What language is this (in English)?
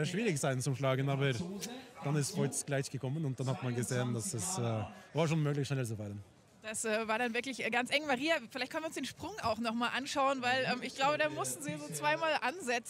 German